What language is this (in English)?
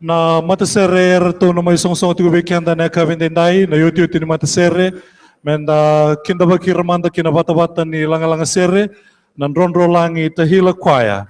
Fijian